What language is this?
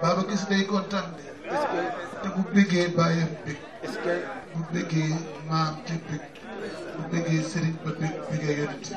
Wolof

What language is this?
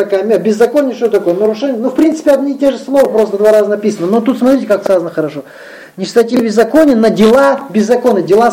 Russian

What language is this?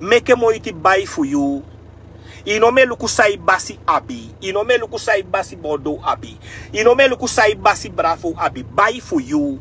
Sranan Tongo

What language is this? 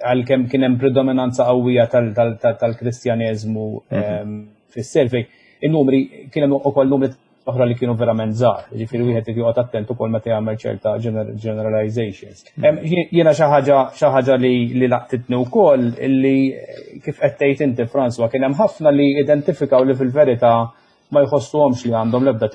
Maltese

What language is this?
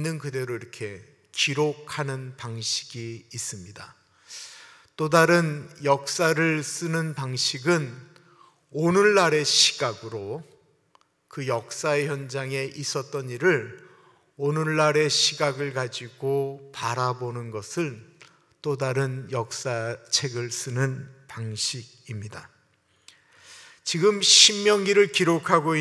Korean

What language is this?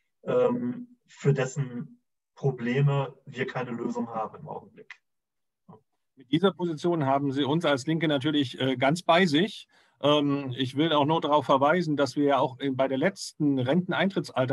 German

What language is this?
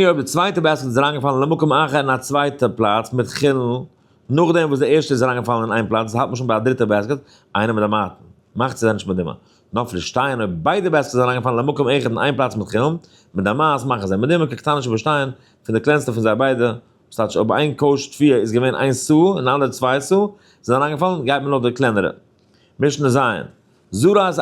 Yiddish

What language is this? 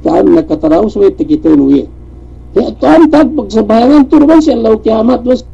Yakan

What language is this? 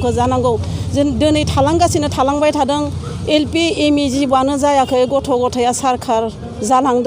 Bodo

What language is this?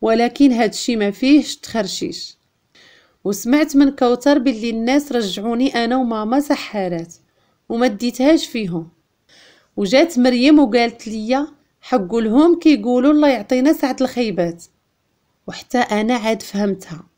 Moroccan Arabic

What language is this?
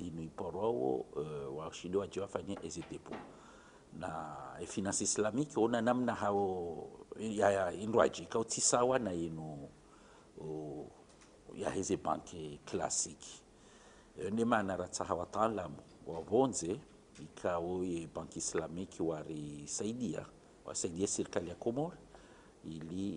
Ngazidja Comorian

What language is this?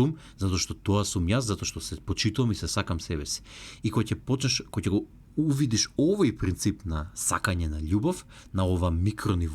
Macedonian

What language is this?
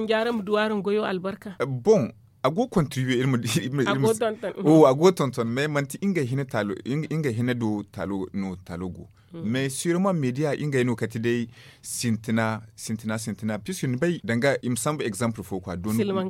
Zarma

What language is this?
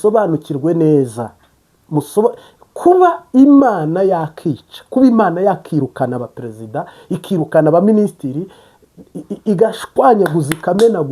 Kinyarwanda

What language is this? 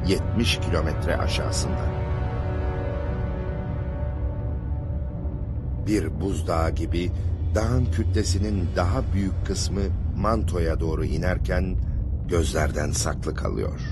Turkish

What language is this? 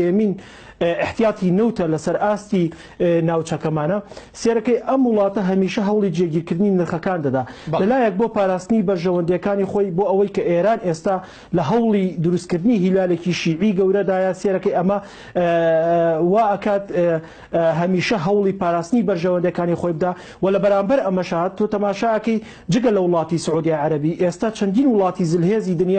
Central Kurdish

